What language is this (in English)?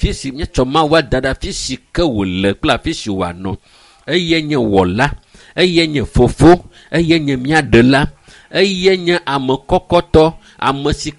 Ewe